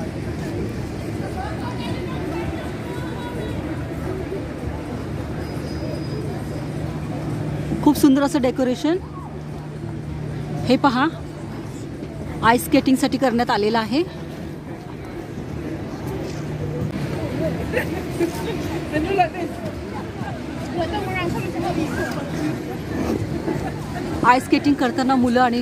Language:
Marathi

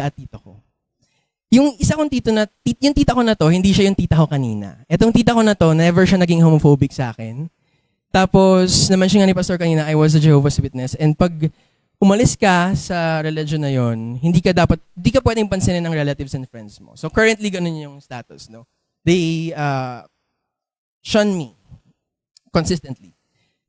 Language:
Filipino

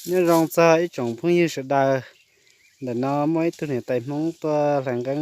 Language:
Hmong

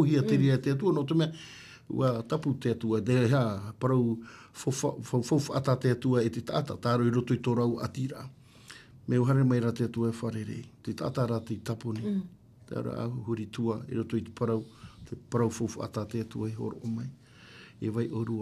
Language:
Tahitian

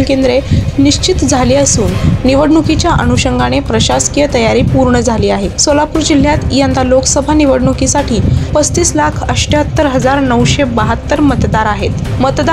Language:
Marathi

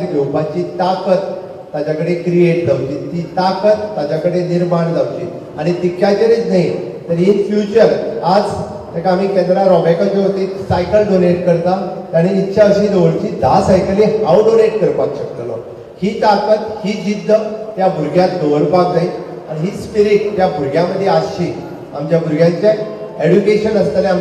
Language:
Konkani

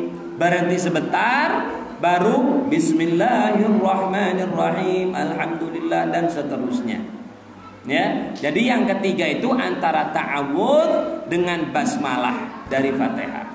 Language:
Indonesian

